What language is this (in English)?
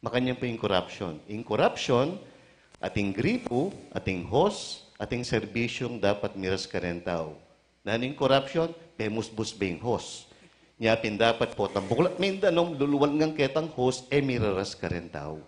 Pampanga